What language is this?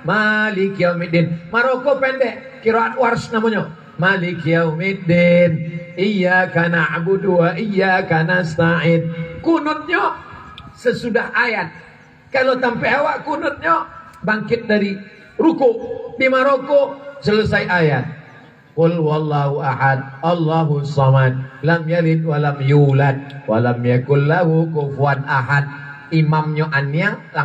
Minangkabau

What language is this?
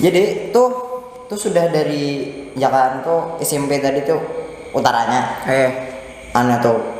Banjar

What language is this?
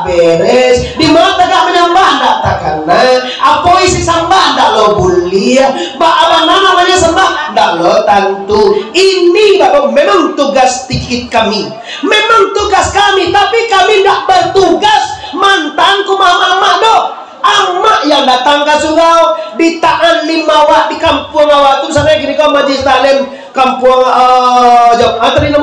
Minangkabau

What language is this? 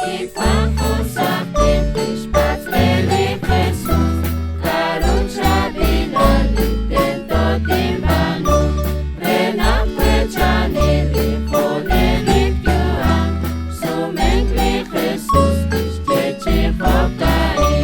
Kekchí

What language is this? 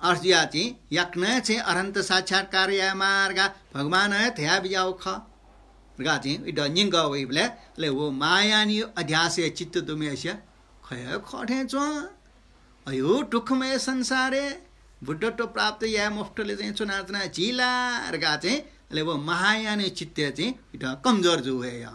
Newari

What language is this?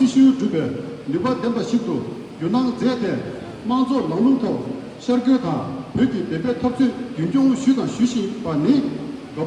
Tibetan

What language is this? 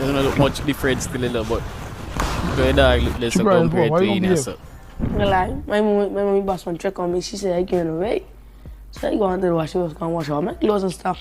Jamaican Creole English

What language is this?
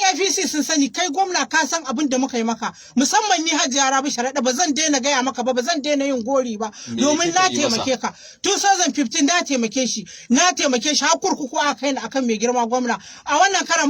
Hausa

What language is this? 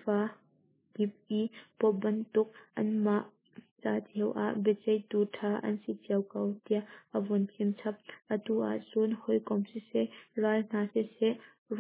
Hakha Chin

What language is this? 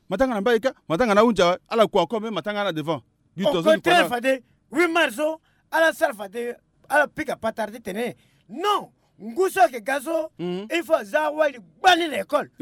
Sango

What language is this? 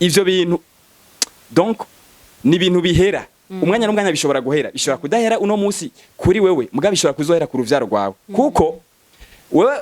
Rundi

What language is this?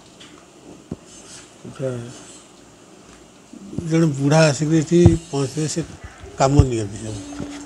Odia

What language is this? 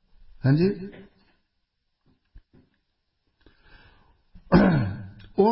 Punjabi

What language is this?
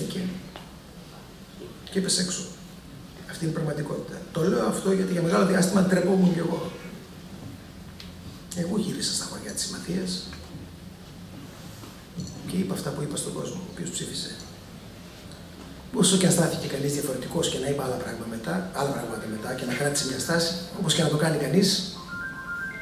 Greek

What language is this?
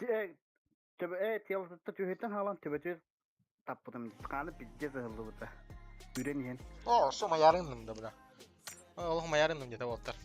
Yakut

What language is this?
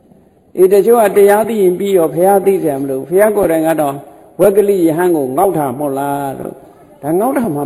Burmese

